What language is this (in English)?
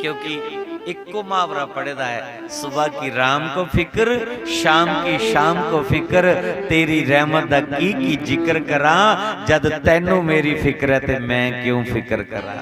Dogri